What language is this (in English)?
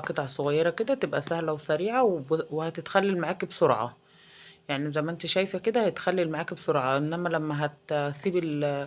Egyptian Arabic